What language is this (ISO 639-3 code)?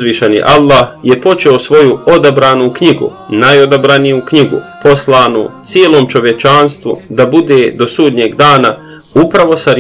bos